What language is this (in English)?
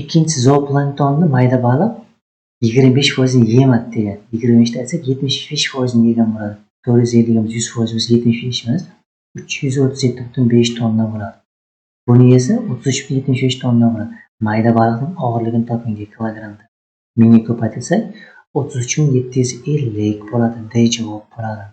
Uzbek